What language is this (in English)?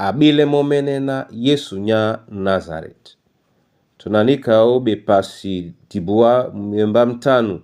Duala